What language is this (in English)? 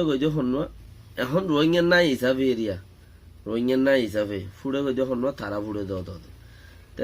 Rohingya